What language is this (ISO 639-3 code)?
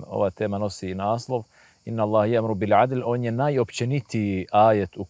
bos